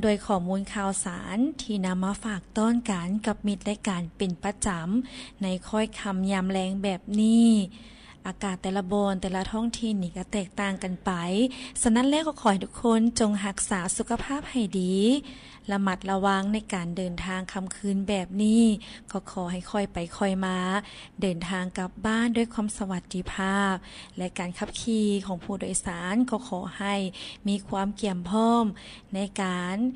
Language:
Lao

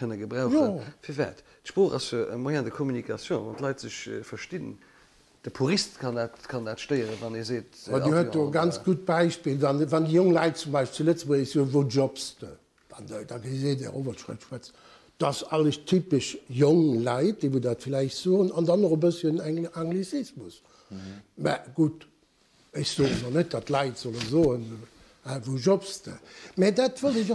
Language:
Luxembourgish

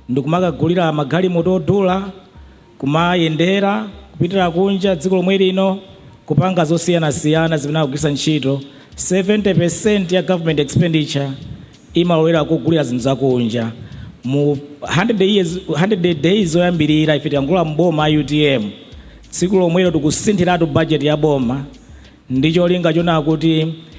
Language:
Nyanja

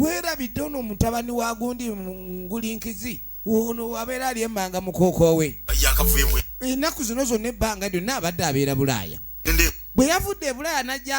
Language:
Ganda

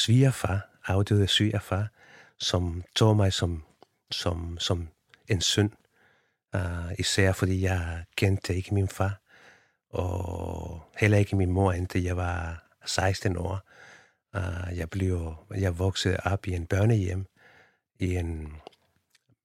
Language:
Danish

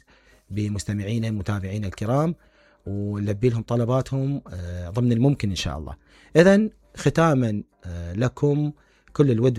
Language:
Mesopotamian Arabic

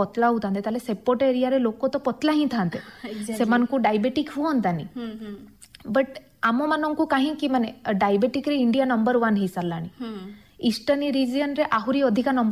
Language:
Odia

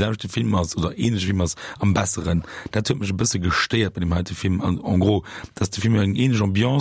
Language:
Luxembourgish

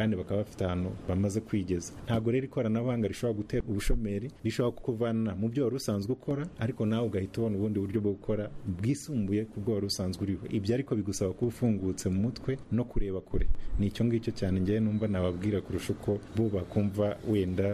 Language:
Kinyarwanda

